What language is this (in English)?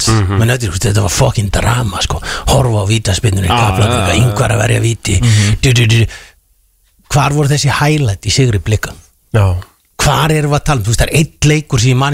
Icelandic